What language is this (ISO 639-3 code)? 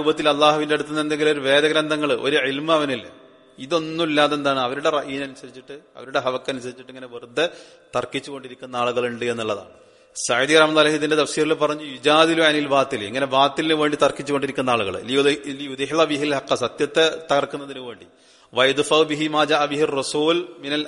mal